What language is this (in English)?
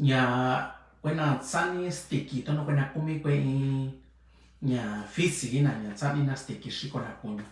Mixtepec Mixtec